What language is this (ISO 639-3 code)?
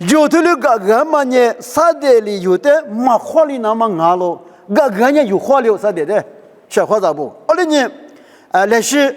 lis